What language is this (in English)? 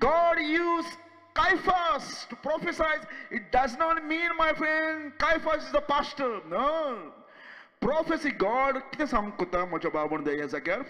Konkani